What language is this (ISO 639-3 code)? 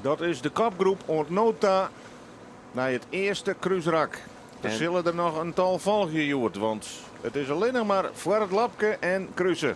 fry